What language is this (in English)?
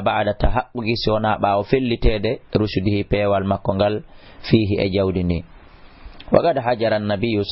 Fula